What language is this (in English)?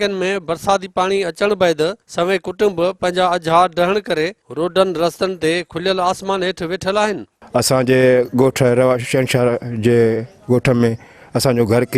Sindhi